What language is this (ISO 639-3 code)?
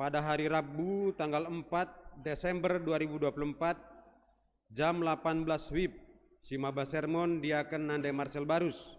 btx